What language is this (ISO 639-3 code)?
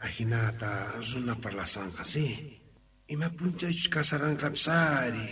quh